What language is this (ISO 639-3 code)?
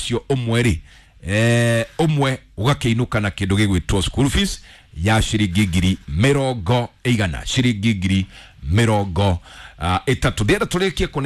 kik